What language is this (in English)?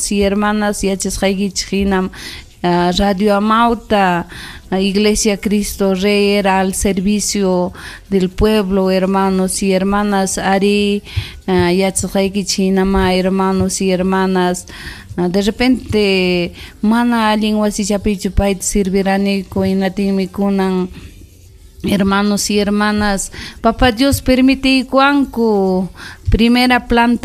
Ayacucho Quechua